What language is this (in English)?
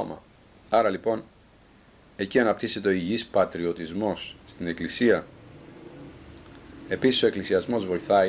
Greek